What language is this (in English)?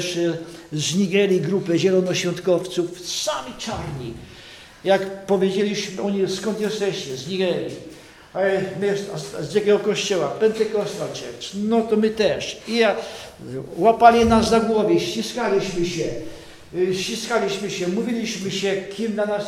Polish